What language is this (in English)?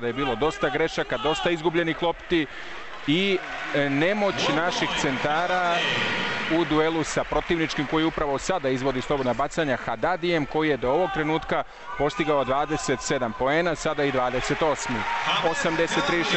Serbian